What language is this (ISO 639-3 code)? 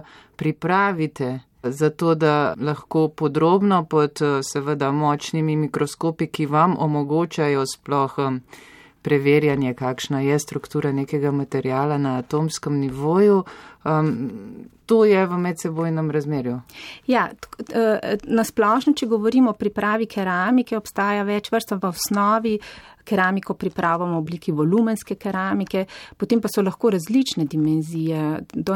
slv